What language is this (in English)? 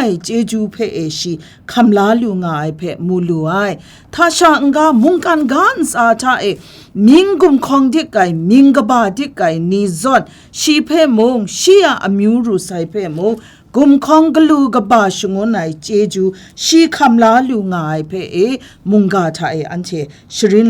Kachin